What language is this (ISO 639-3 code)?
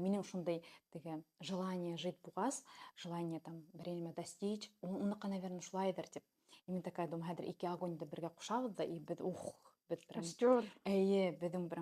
bak